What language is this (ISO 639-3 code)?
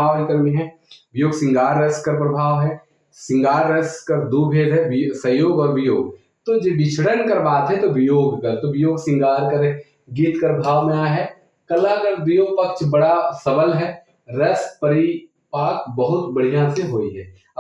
sck